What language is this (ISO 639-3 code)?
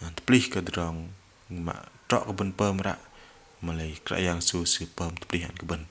bdq